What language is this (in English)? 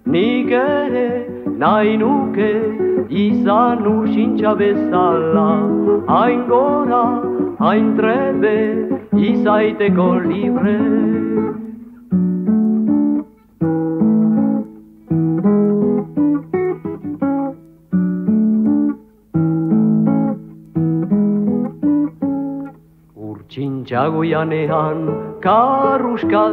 Basque